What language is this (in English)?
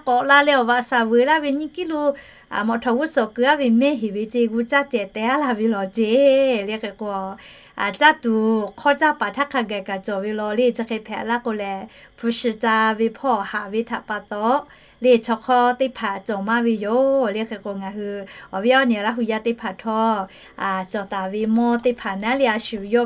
Lahu